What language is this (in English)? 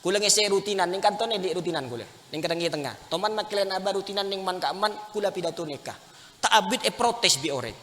Madurese